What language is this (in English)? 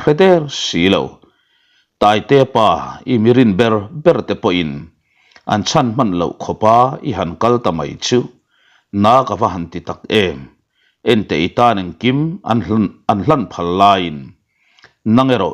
Mizo